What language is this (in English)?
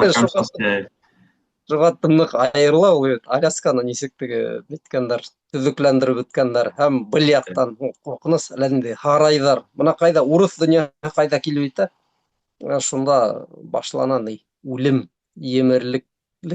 Bashkir